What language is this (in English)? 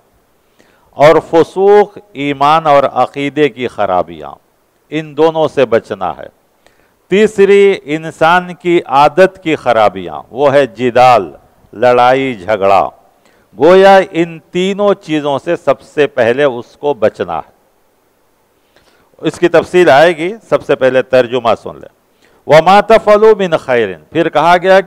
Urdu